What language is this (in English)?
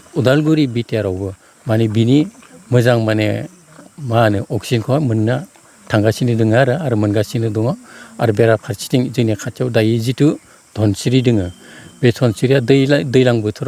Bodo